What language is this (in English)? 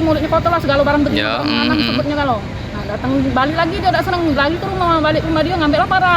Musi